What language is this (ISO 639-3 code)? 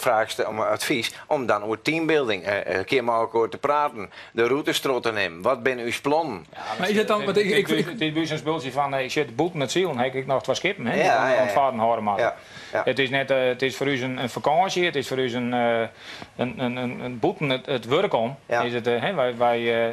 fry